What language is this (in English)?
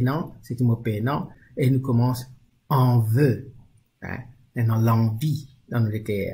Morisyen